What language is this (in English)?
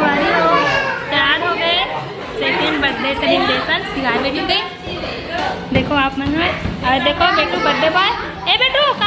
Chhattisgarhi